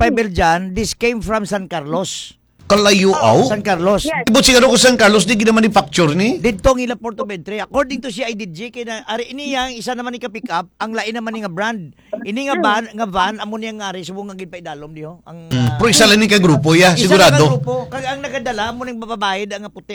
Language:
Hiligaynon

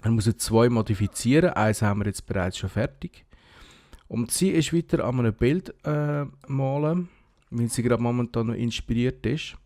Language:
Swiss German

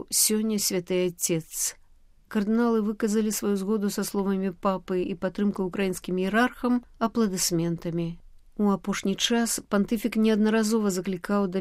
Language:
Belarusian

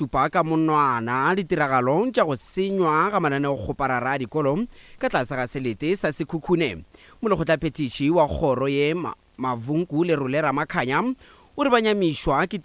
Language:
Northern Sotho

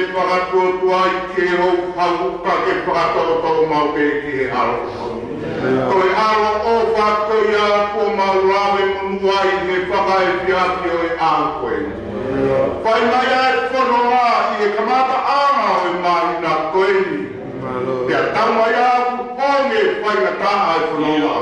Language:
Tongan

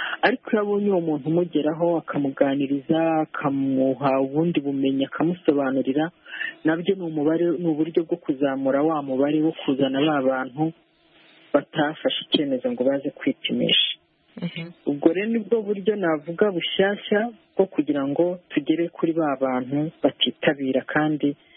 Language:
Kinyarwanda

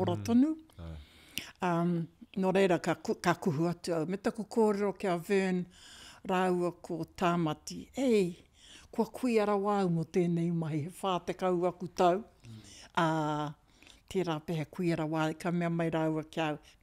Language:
Māori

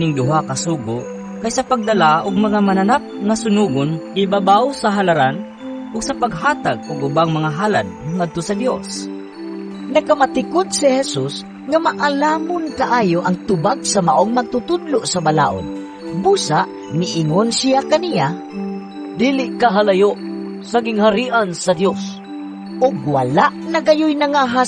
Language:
Cebuano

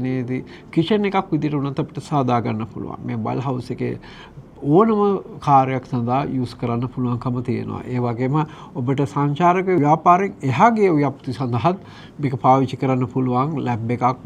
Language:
Sinhala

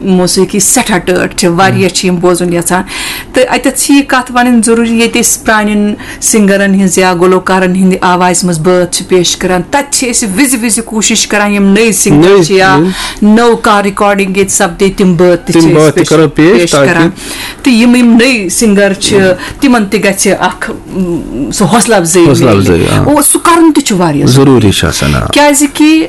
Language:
Kashmiri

